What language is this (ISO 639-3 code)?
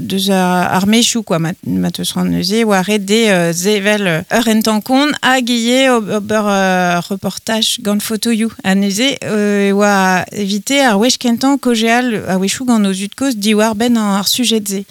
bre